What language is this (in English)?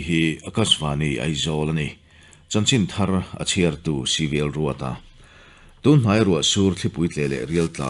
Mizo